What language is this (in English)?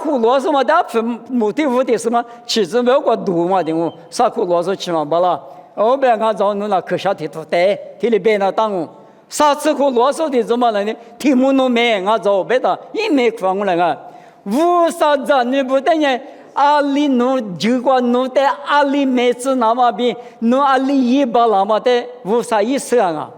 Lisu